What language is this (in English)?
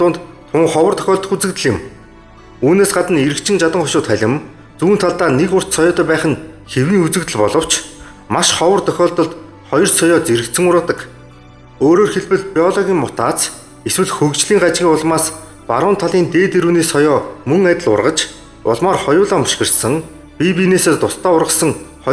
Mongolian